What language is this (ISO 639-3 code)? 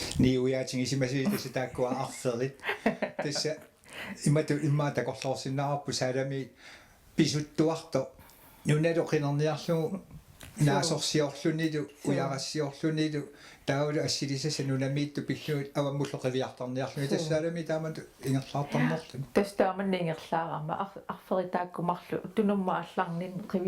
kal